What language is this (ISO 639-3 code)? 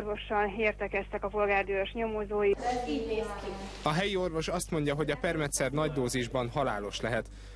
hun